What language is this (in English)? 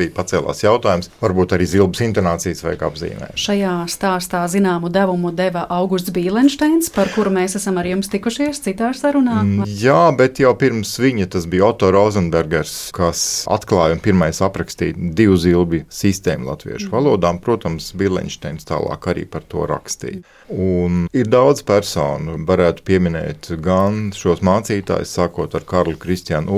Latvian